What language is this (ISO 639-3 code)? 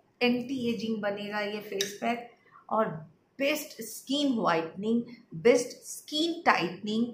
hin